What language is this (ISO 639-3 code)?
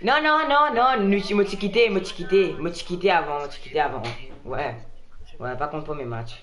mfe